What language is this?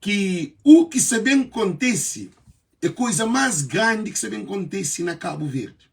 Kabuverdianu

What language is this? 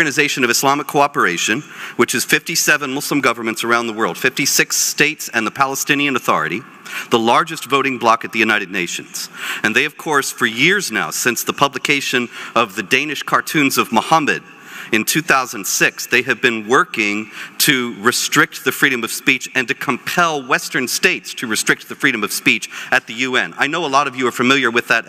English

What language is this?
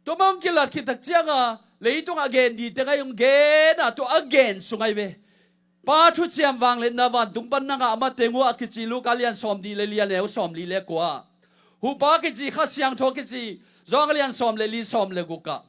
Tedim Chin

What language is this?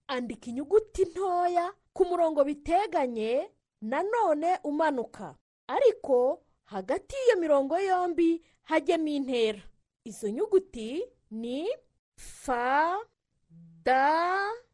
Kinyarwanda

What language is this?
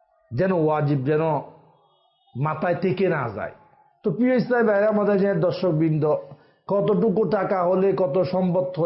Bangla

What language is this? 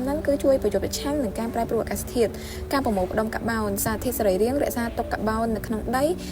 Khmer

